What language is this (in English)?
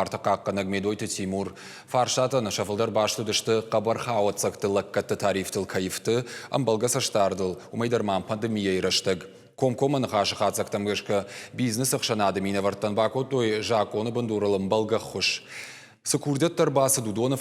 Ossetic